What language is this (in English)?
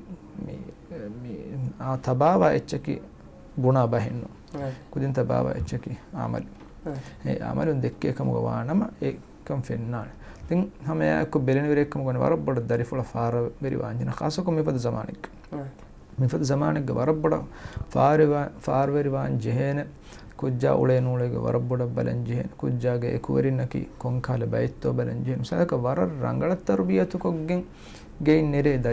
Divehi